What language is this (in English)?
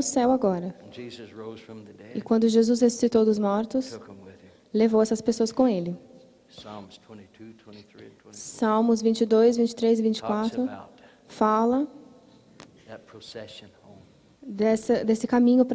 Portuguese